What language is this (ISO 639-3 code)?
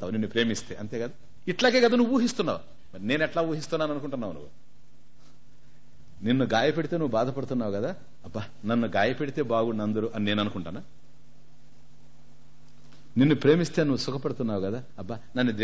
tel